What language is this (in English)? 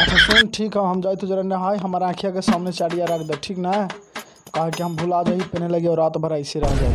Magahi